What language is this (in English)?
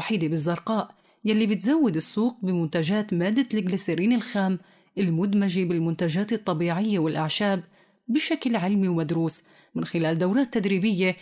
North Levantine Arabic